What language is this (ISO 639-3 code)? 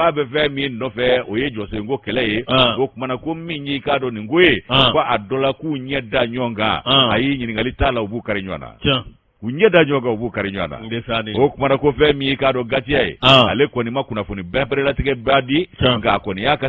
bam